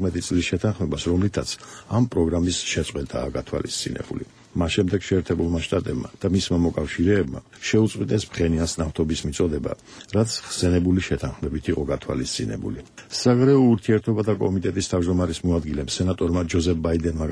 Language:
Georgian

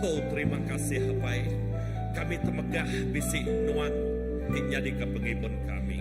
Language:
Iban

